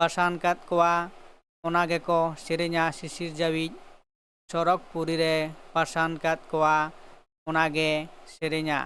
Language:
Santali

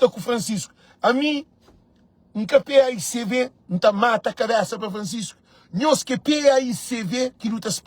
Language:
Kabuverdianu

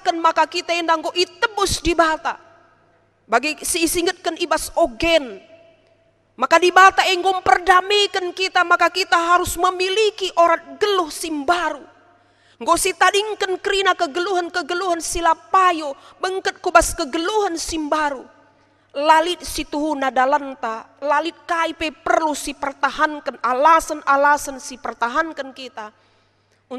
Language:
Batak Karo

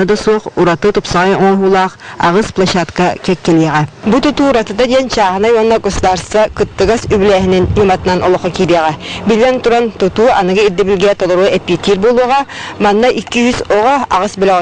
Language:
Yakut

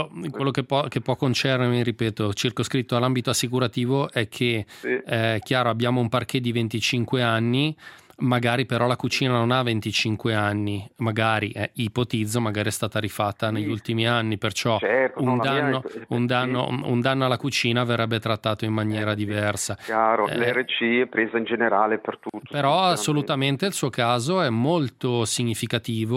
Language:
Italian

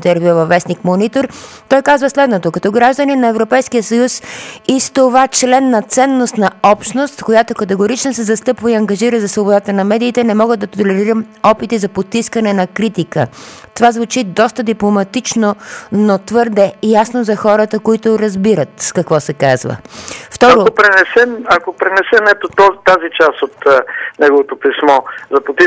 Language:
Bulgarian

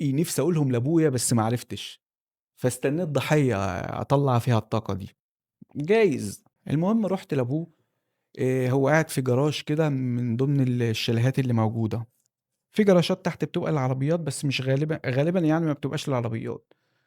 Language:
Egyptian Arabic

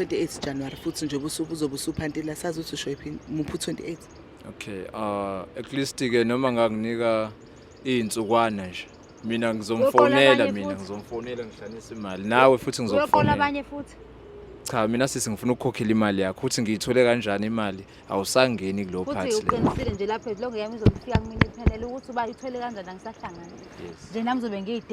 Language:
Zulu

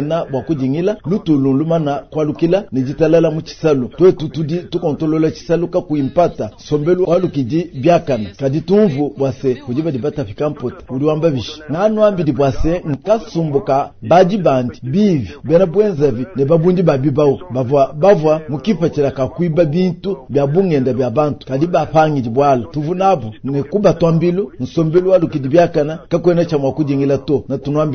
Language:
Luba-Lulua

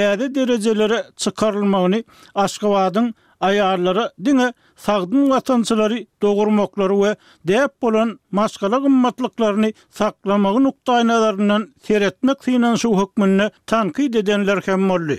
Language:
Turkmen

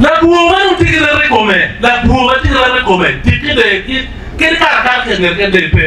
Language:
Acoli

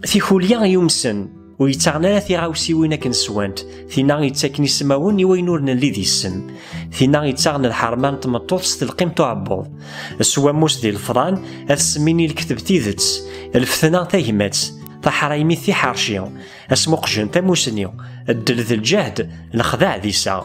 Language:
Kabyle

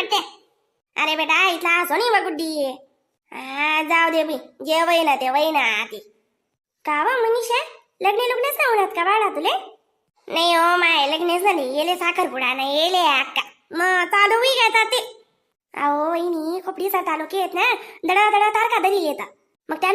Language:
Khandesi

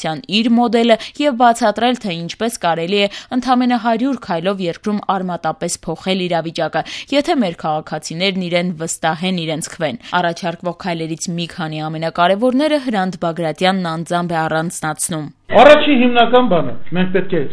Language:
Armenian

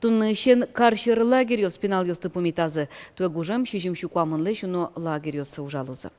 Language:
Udmurt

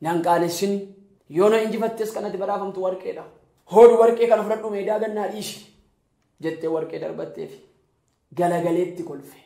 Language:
Oromo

